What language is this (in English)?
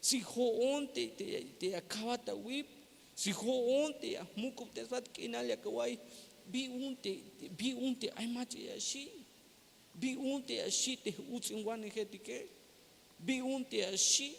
Tzeltal